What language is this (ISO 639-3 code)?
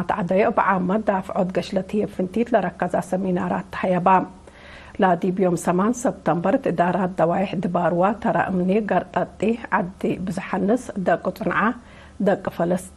tig